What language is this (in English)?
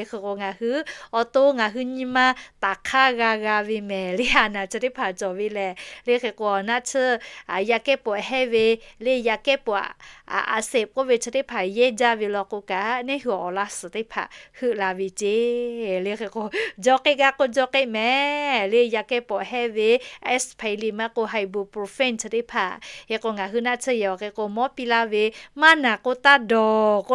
Lahu